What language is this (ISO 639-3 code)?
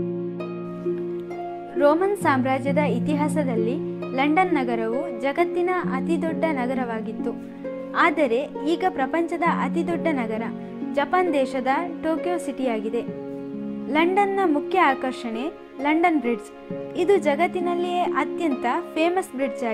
kan